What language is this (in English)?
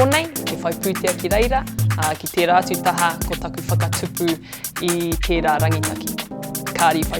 Māori